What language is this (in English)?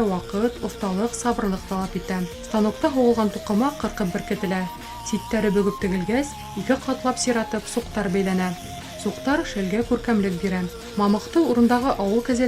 Bashkir